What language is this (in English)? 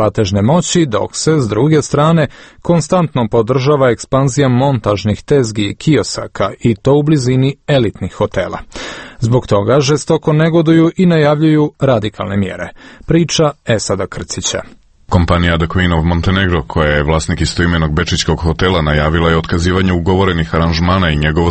Serbian